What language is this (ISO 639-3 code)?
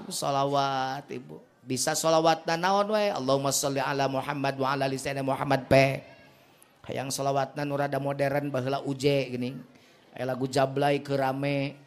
sun